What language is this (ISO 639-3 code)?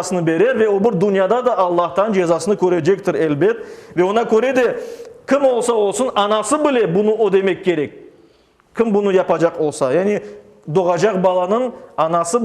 crh